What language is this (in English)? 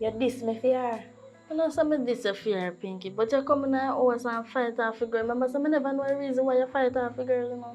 Jamaican Creole English